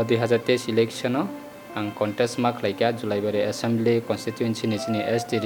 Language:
Kok Borok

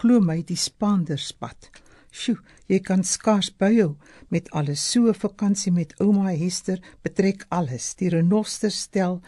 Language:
Afrikaans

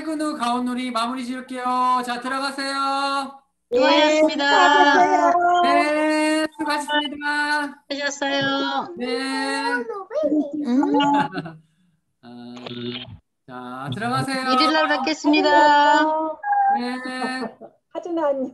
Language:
Korean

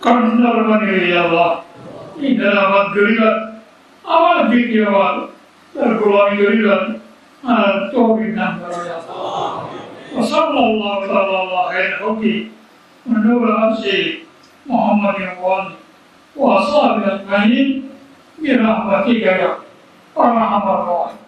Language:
Rohingya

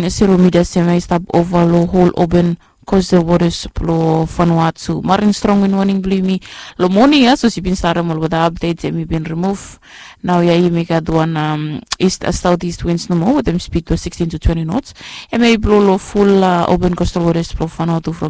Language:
Bislama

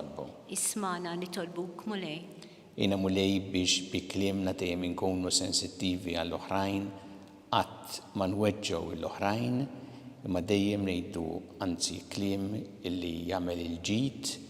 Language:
Maltese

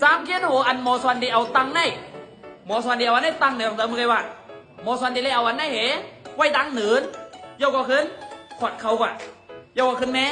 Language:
Shan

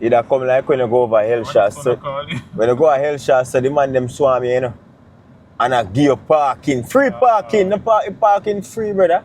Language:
Jamaican Creole English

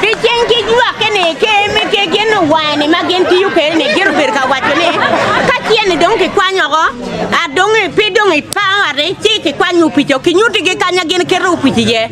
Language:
Acoli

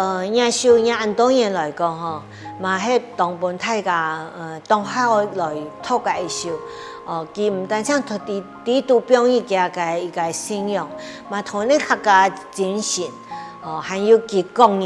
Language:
Hakka Chinese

